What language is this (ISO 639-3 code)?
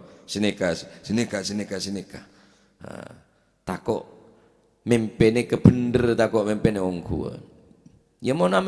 mad